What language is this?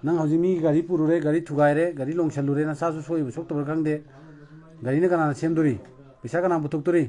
Manipuri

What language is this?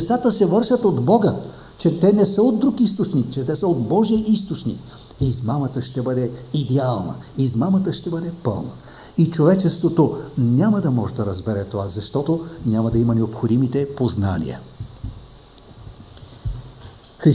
Bulgarian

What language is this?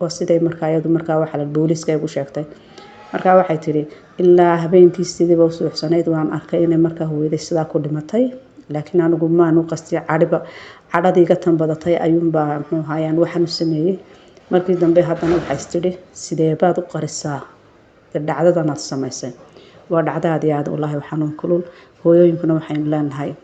Somali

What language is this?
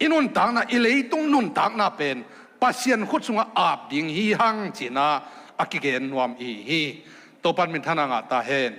Tedim Chin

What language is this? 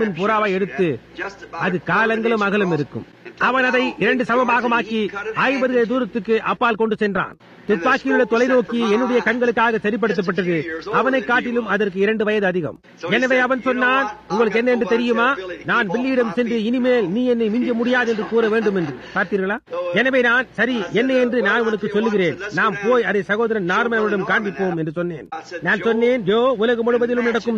Tamil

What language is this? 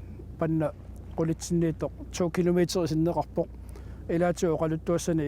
Kalaallisut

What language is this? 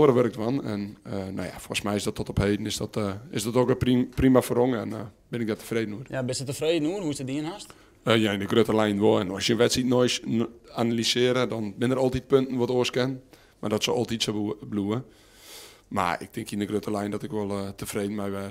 Western Frisian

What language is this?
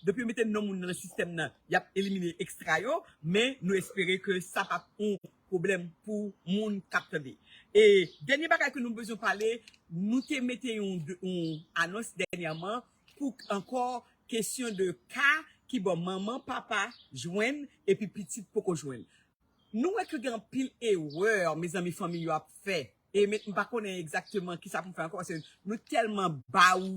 Haitian Creole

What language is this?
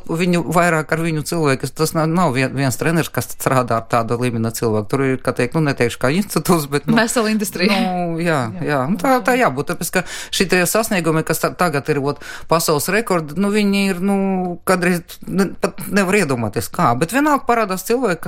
Latvian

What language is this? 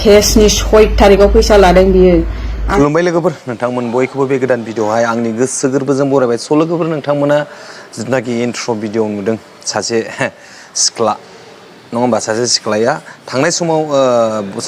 Bodo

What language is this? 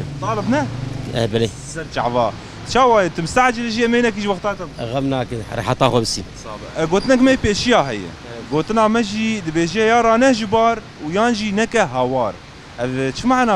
Kurdish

